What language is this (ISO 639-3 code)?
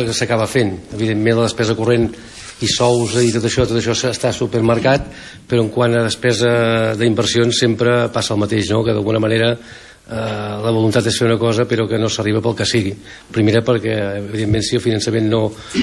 cat